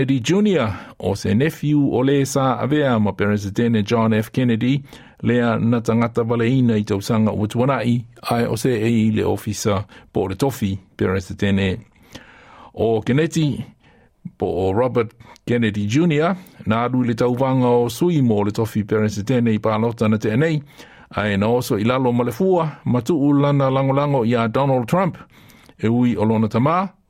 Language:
Samoan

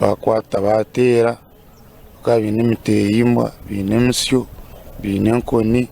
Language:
Nyankole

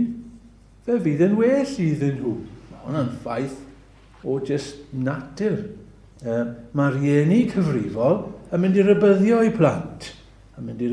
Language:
Welsh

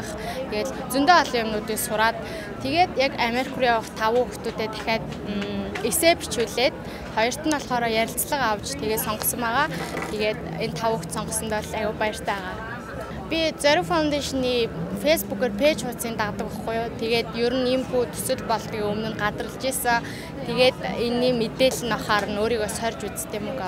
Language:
Mongolian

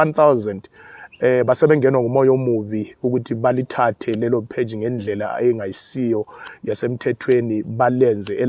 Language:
Zulu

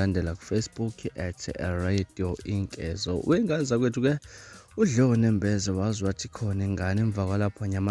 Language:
Zulu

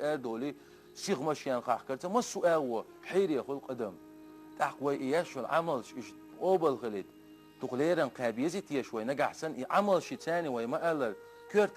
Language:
Chechen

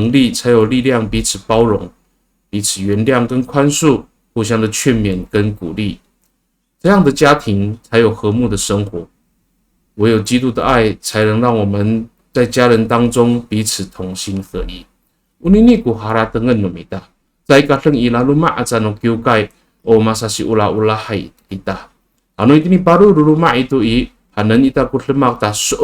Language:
Amis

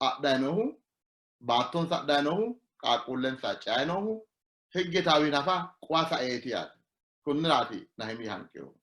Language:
Sidamo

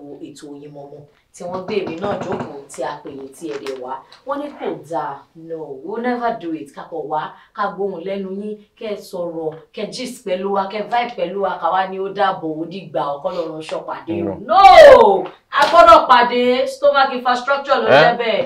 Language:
Yoruba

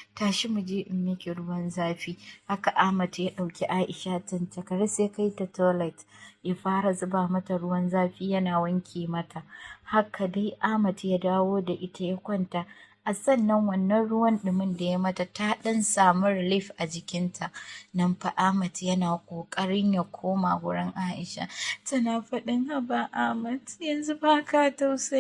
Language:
Hausa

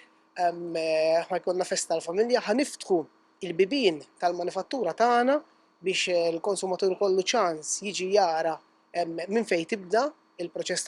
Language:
Maltese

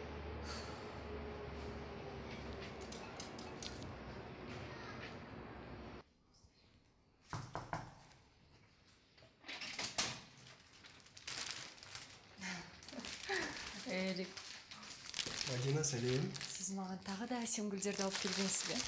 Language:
Kazakh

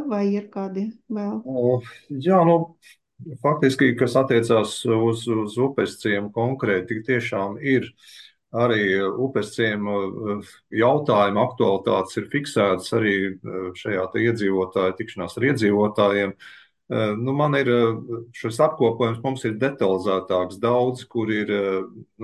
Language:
Latvian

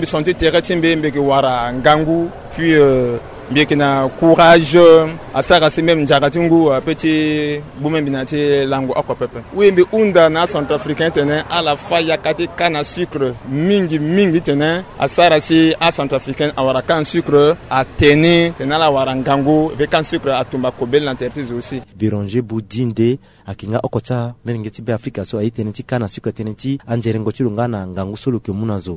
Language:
Sango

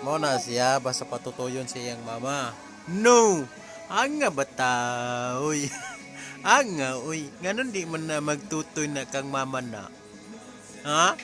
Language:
Cebuano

